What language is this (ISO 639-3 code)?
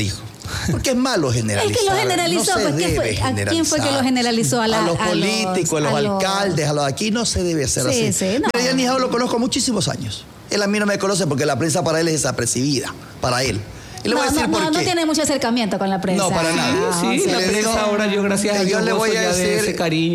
spa